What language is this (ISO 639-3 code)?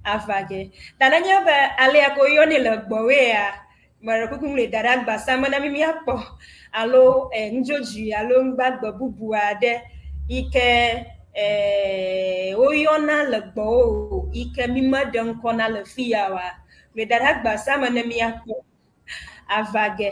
ewe